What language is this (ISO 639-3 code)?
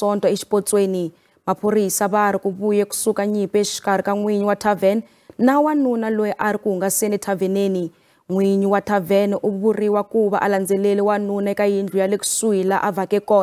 tso